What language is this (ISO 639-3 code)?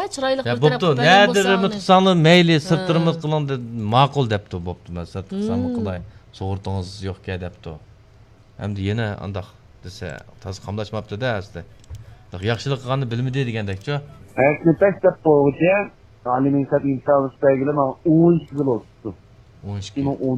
uig